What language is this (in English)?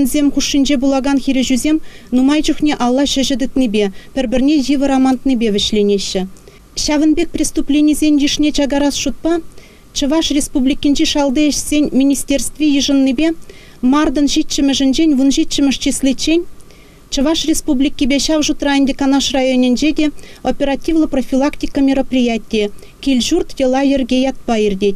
Chuvash